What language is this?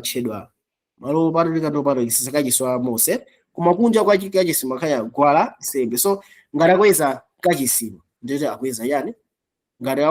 Nyanja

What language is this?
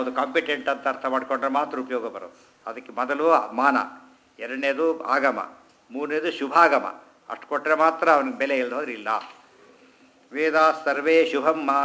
Kannada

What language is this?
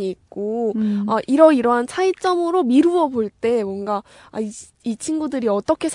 Korean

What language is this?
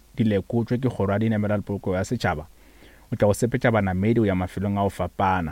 Northern Sotho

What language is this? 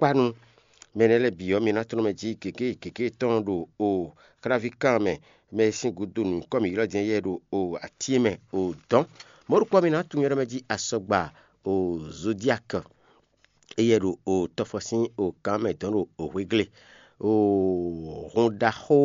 Fon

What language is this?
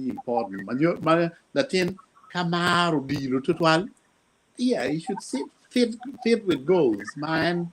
Acoli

